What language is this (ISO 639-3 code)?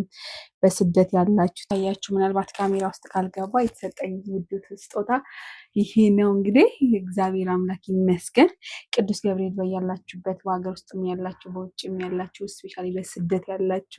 amh